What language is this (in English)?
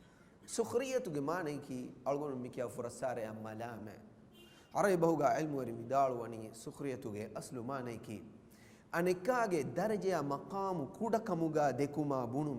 Divehi